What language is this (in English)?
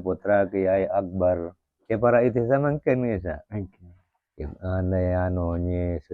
Madurese